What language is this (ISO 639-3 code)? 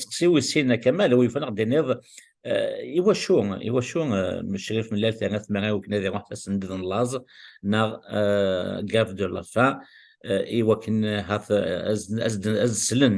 kab